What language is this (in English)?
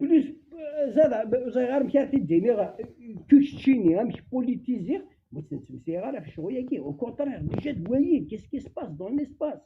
Kabyle